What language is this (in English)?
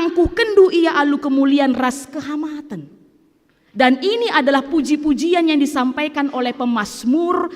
Batak Karo